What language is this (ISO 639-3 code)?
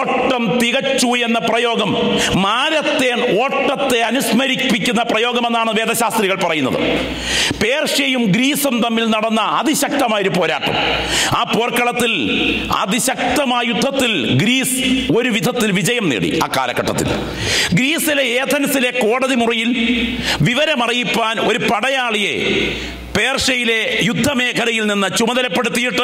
mal